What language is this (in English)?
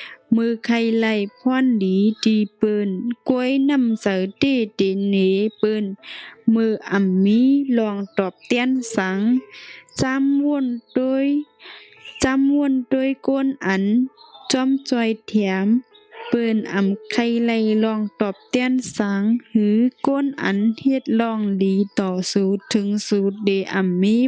Shan